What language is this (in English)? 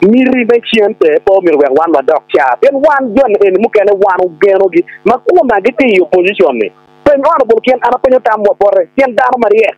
Acoli